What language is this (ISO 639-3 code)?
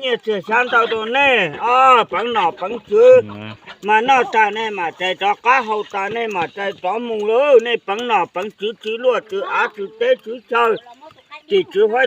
hmn